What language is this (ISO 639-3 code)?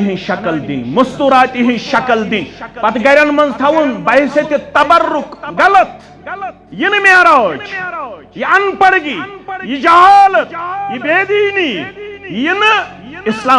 kas